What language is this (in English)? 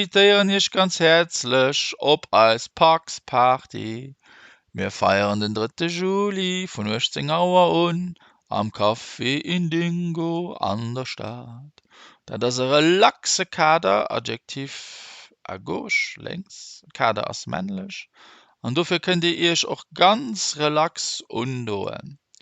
Luxembourgish